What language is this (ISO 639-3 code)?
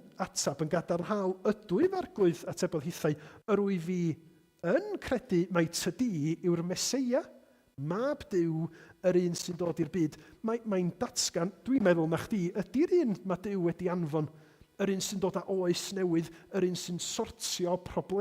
cym